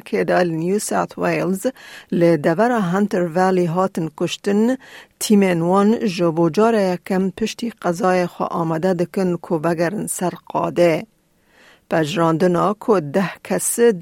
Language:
Kurdish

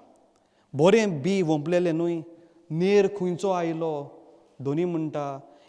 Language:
Konkani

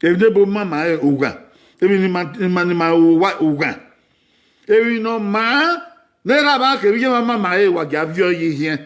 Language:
Bini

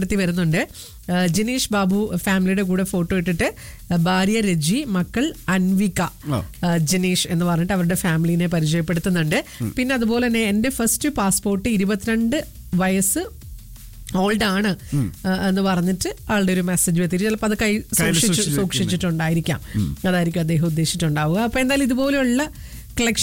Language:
Malayalam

